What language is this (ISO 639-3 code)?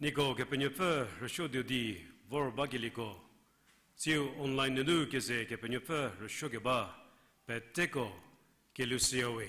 njm